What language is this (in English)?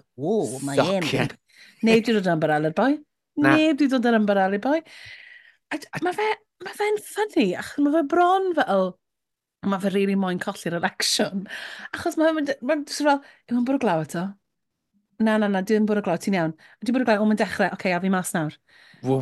Welsh